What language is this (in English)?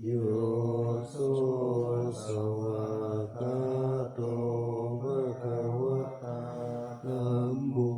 Pali